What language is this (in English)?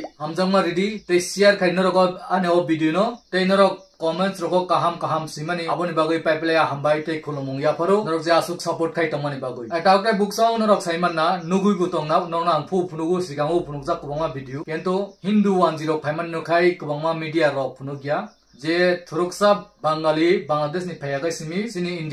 Kok Borok